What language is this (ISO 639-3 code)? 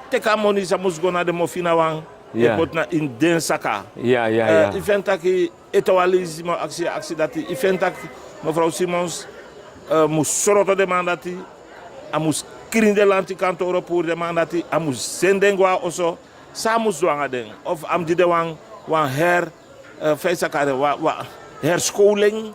srn